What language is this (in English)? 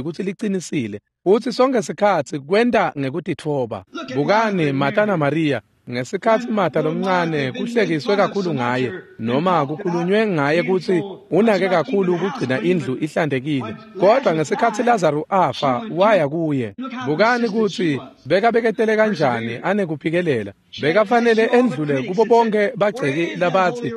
Swati